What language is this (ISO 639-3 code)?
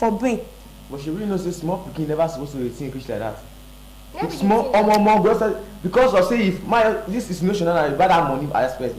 pcm